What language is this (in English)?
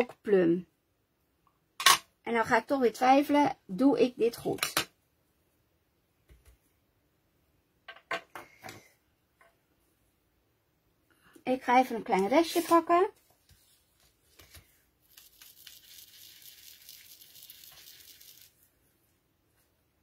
Dutch